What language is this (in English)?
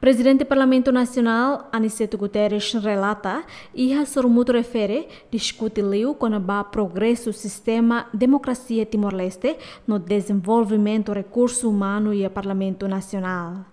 Tetum